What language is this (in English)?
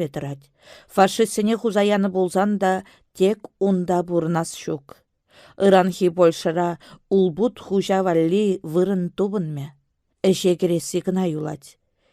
Chuvash